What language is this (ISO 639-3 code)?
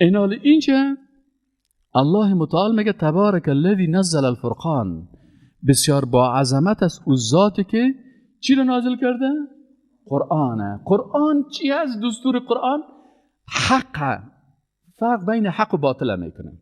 fas